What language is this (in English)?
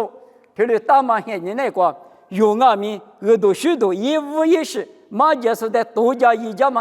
Lisu